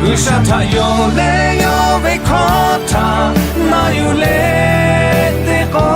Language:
Lahu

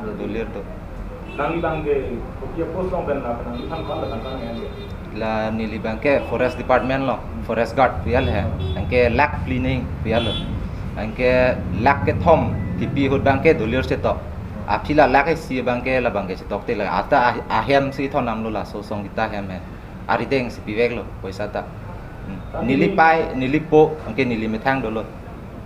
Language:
Karbi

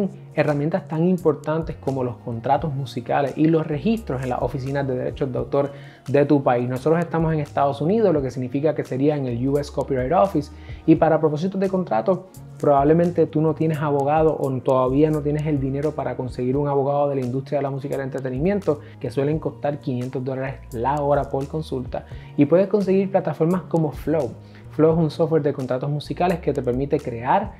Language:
Spanish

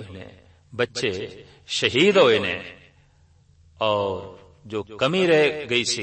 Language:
Punjabi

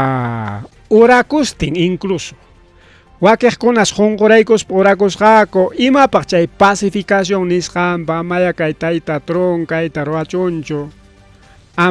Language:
Ayacucho Quechua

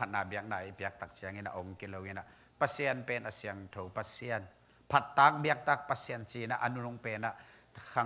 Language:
Tedim Chin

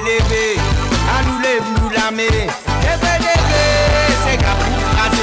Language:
Morisyen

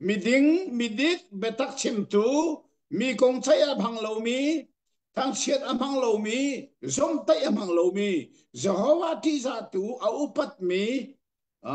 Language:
Hakha Chin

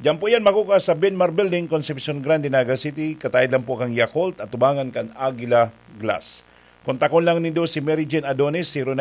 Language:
Bikol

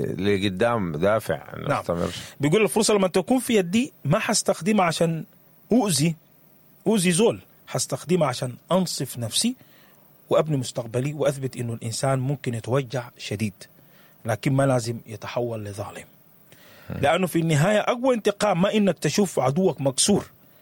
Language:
Sudanese Arabic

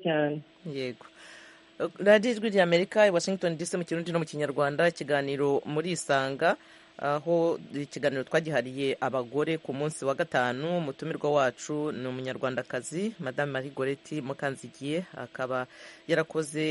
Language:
Kinyarwanda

